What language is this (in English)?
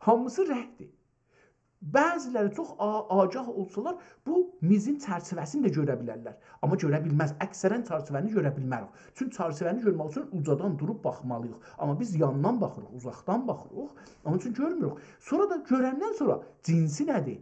South Azerbaijani